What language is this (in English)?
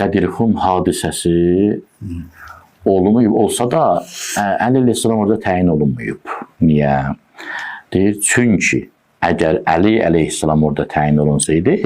Azerbaijani